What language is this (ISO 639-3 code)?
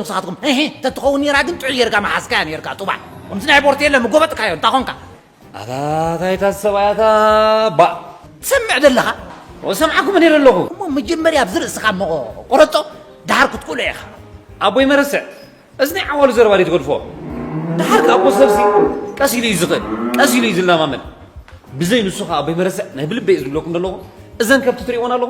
tir